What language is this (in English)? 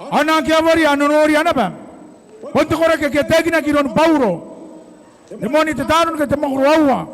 Gilbertese